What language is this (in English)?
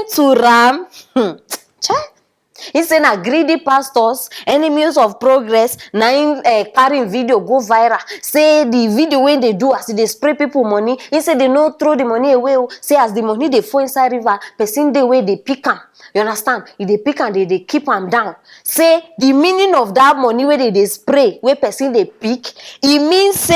Nigerian Pidgin